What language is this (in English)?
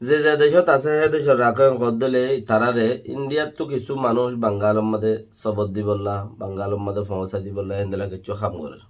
Rohingya